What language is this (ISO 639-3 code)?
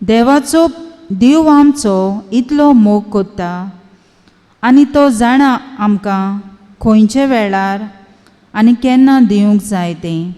kok